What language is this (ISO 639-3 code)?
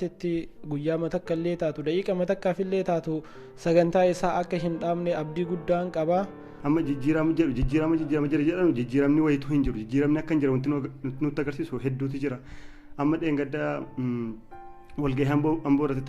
orm